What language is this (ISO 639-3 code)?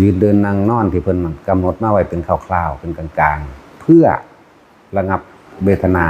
tts